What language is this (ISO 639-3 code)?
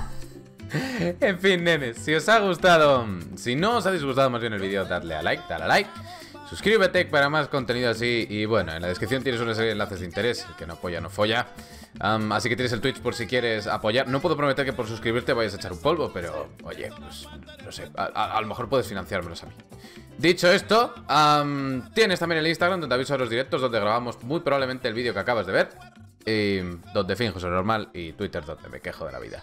spa